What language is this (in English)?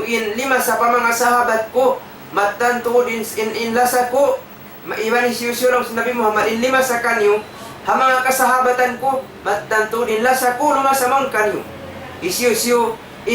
Tausug